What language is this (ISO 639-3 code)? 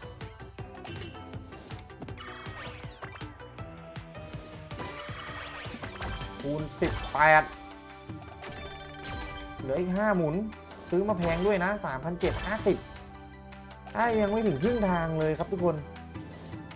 tha